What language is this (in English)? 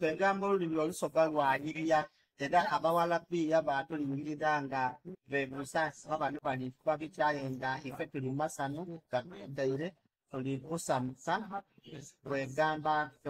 Soga